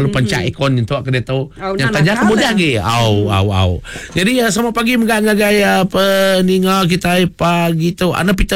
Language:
Iban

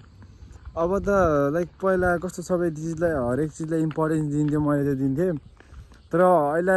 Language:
Nepali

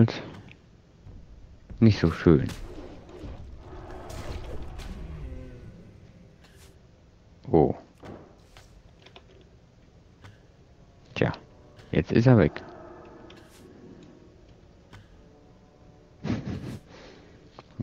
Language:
German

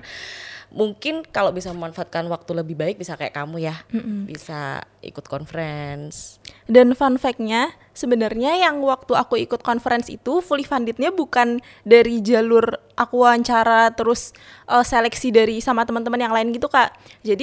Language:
Indonesian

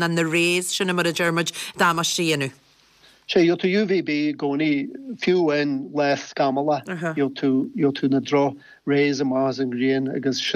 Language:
Irish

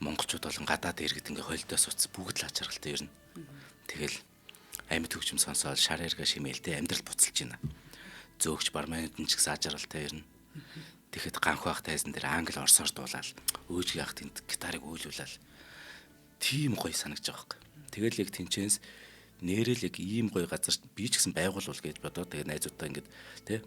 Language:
Mongolian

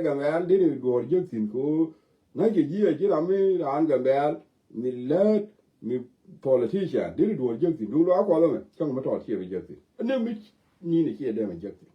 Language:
Nuer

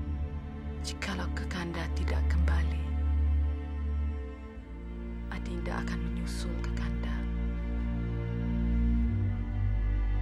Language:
Malay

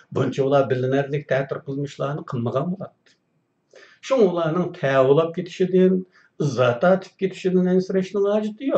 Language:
Uyghur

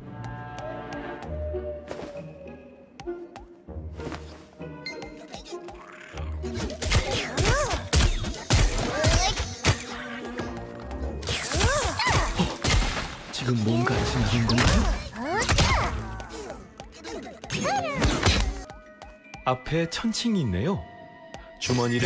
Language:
Korean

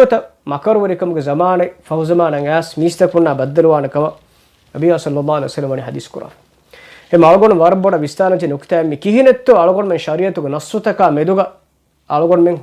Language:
Divehi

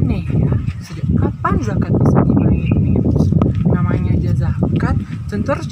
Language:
Minangkabau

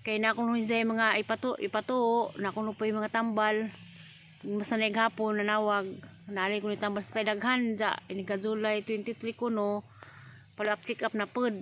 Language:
Cebuano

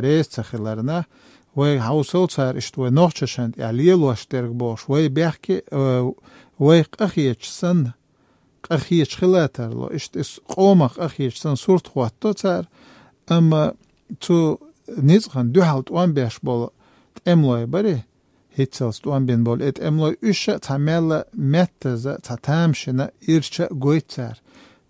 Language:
Chechen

